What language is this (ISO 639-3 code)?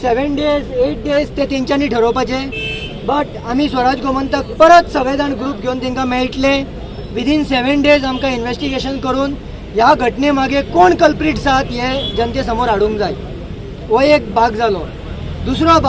kok